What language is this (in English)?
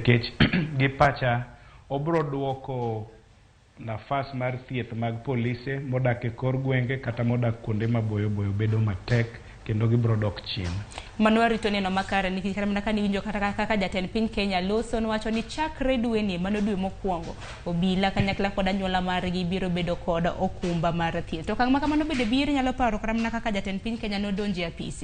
Luo (Kenya and Tanzania)